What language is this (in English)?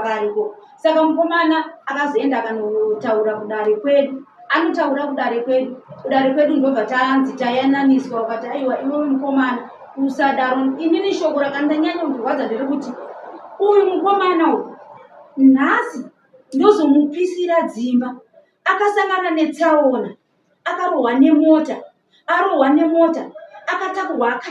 Shona